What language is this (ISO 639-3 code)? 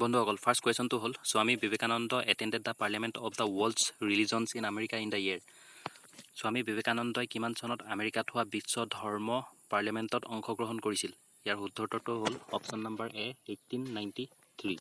asm